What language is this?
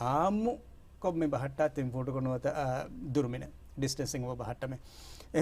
Divehi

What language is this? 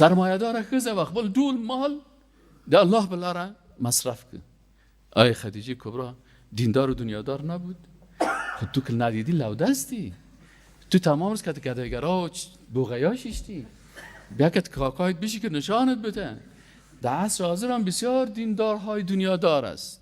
Persian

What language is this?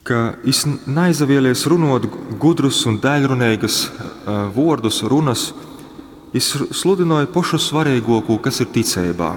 Latgalian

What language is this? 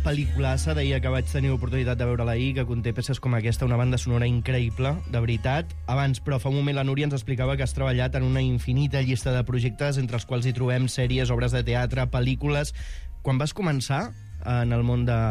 Catalan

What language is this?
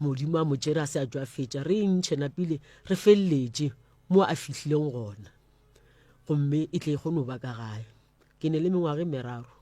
Northern Sotho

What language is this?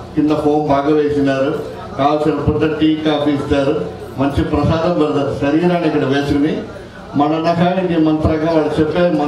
Telugu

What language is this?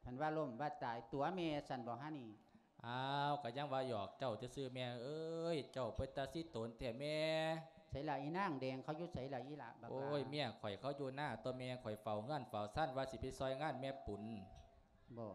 Lao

